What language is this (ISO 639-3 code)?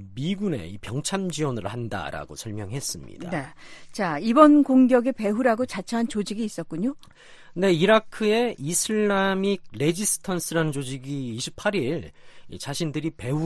kor